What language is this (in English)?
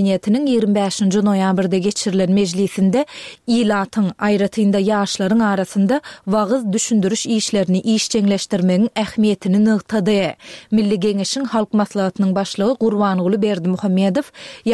Turkmen